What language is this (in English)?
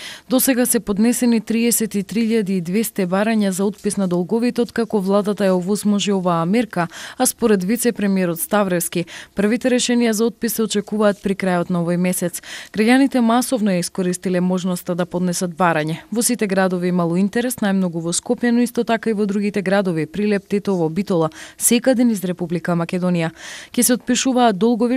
Macedonian